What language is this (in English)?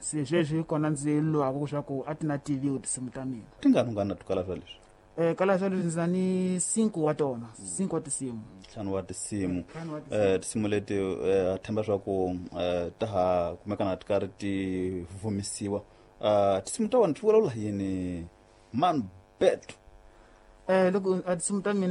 Tsonga